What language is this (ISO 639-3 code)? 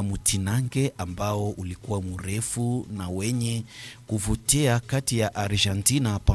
swa